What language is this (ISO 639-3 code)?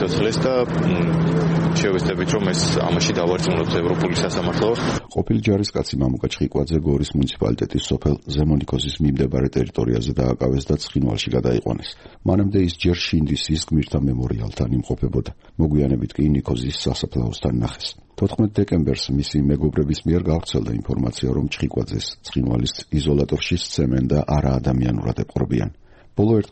kat